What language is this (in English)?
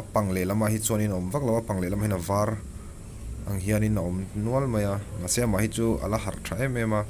Mizo